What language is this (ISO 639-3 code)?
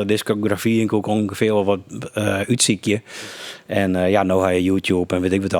fry